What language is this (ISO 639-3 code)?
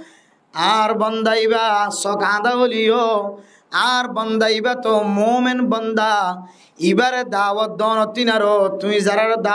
rhg